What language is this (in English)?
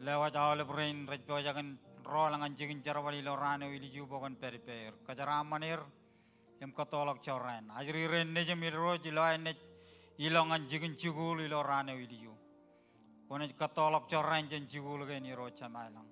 Marshallese